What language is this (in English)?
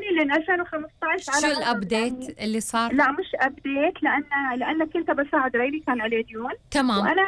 Gulf Arabic